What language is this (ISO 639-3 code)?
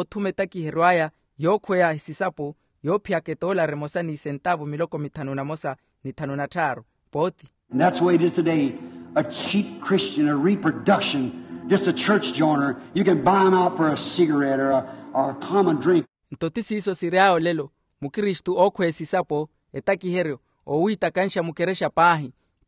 vmw